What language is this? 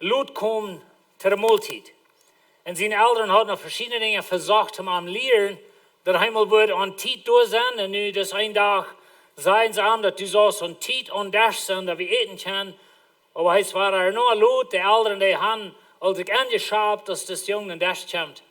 Plautdietsch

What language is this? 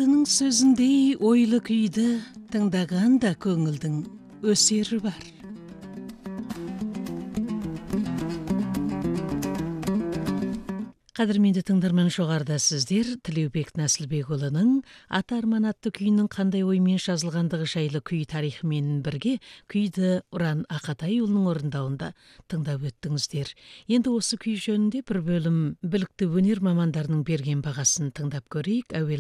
Kazakh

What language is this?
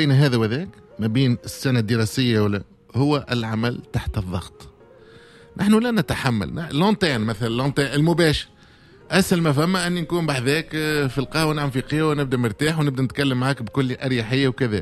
Tunisian Arabic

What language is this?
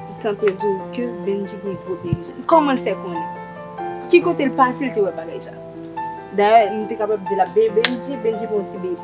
Haitian Creole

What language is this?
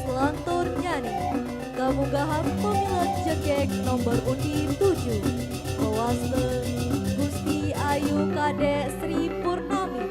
Balinese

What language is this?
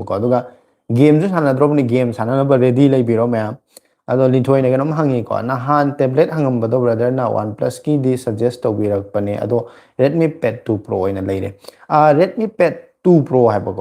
Manipuri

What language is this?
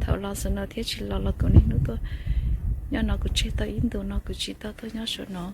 Hmong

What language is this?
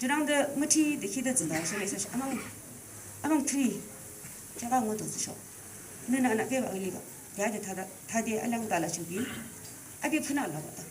Yimchungru Naga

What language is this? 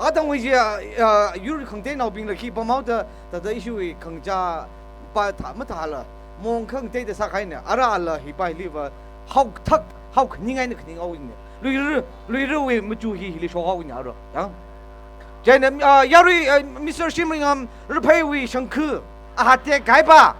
Tangkhul Naga (India)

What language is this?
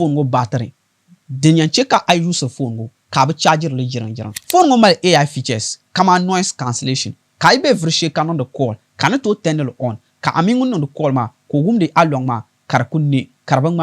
Dagbani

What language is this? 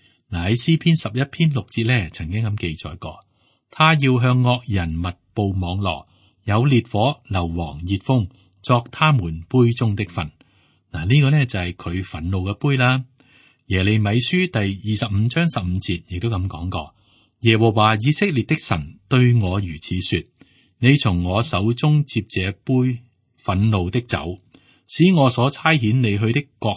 Cantonese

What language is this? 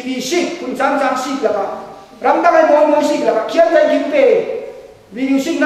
Falam Chin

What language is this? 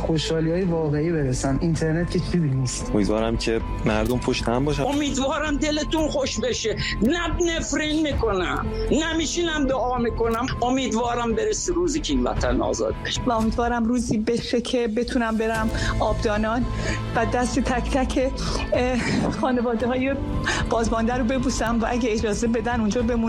Persian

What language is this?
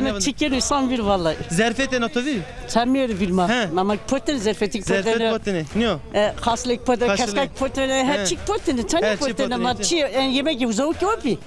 Zaza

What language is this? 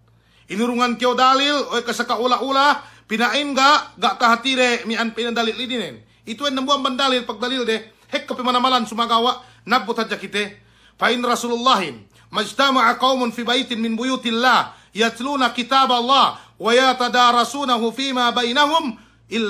Yakan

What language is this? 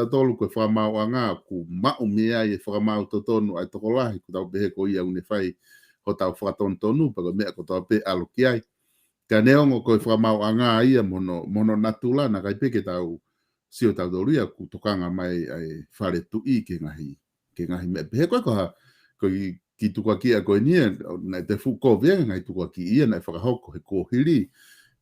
Tongan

